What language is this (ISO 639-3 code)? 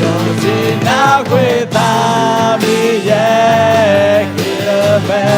ahk